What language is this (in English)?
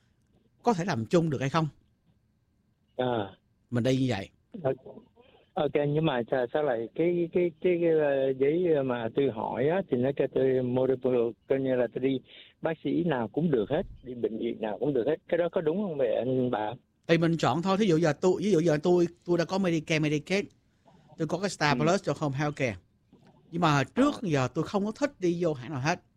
Vietnamese